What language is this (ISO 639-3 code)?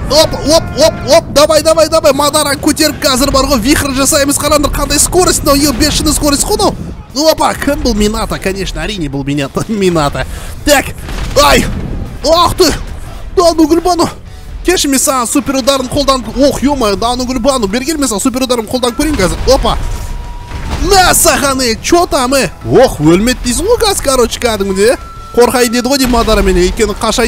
kaz